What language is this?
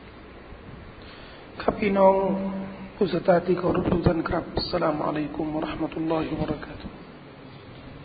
Thai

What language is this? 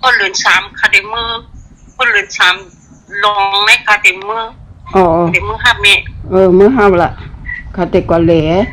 Shan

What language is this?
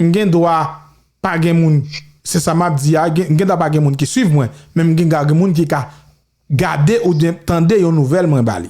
Haitian Creole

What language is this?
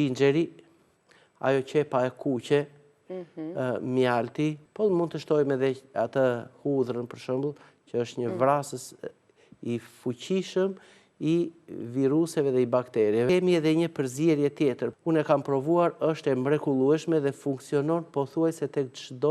Albanian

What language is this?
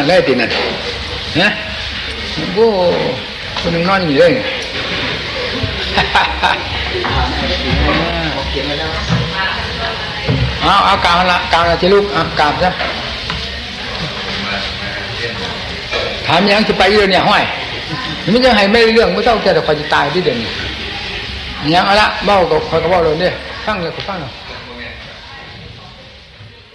Thai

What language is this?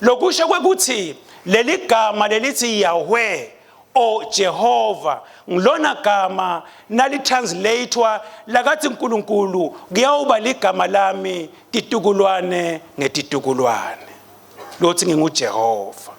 Swati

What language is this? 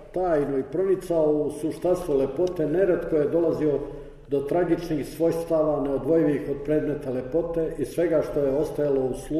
Serbian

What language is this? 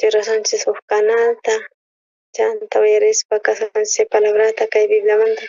South Bolivian Quechua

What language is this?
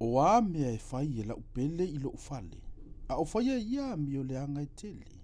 Samoan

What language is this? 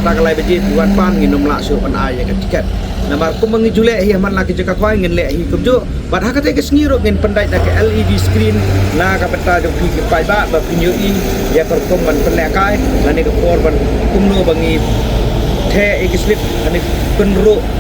Khasi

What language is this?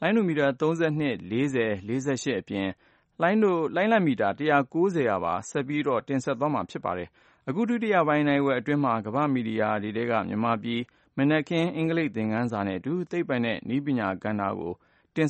Burmese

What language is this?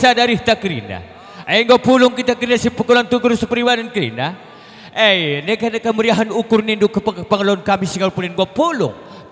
Batak Karo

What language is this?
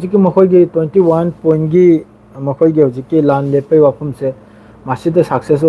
Manipuri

